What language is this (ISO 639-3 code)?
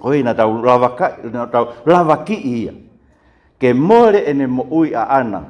ton